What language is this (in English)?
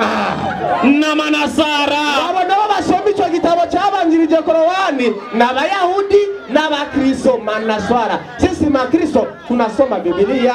Rundi